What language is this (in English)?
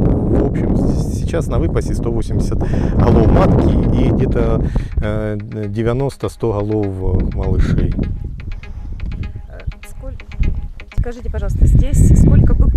Russian